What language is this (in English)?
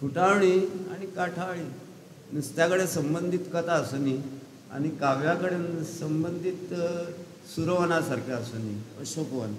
Konkani